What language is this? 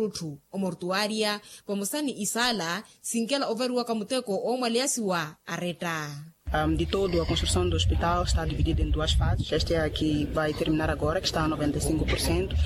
Makhuwa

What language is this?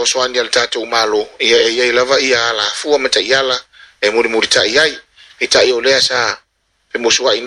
Samoan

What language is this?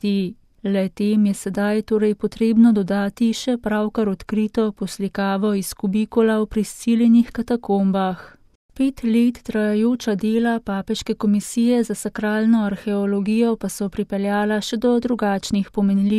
Slovenian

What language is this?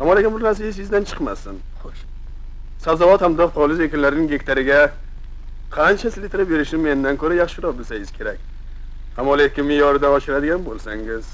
Uzbek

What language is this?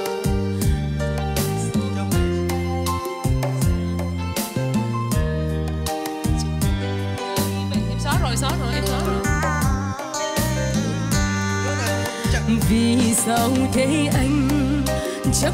Vietnamese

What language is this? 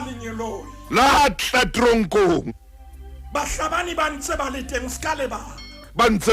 Southern Sotho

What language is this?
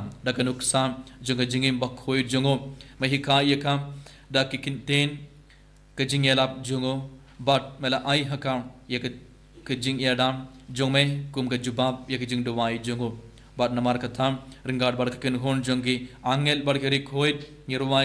Khasi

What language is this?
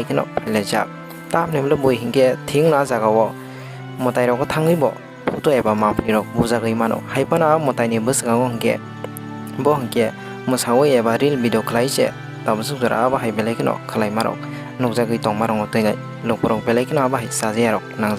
Kok Borok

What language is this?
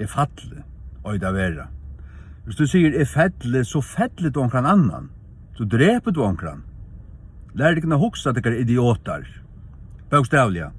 Faroese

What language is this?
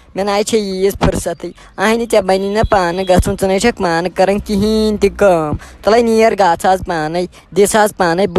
Kashmiri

